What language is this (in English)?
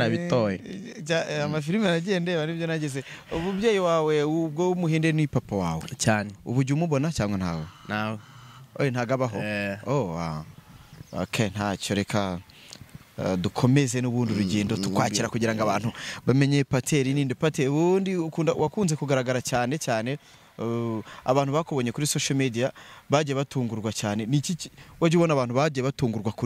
Kinyarwanda